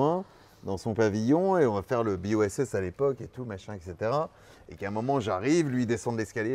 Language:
French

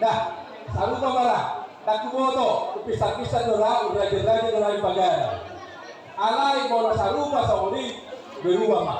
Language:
Batak Toba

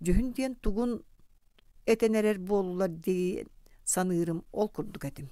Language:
Yakut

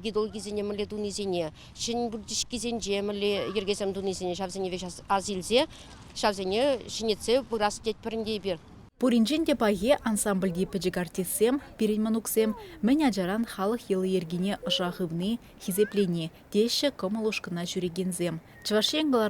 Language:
Chuvash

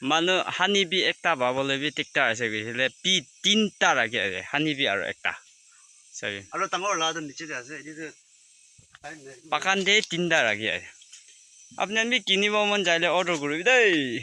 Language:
Naga Pidgin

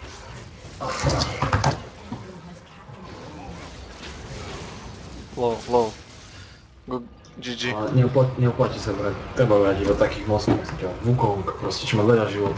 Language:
Slovak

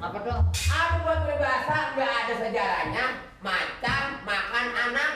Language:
Betawi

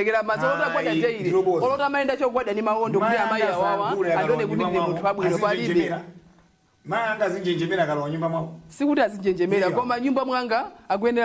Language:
Nyanja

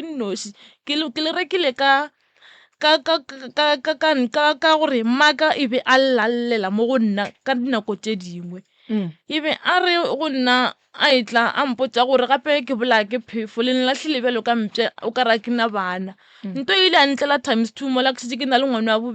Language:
Northern Sotho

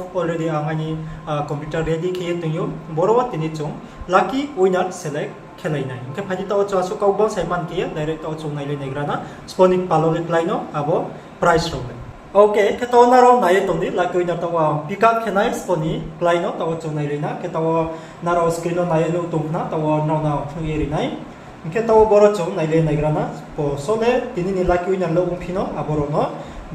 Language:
Riang (India)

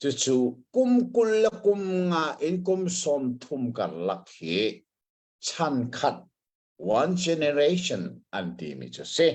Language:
Hakha Chin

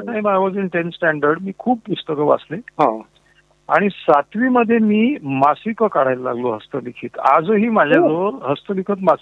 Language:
Marathi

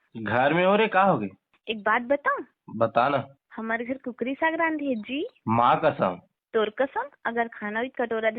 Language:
Chhattisgarhi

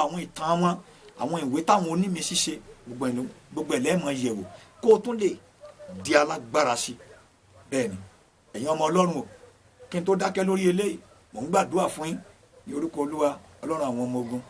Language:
Yoruba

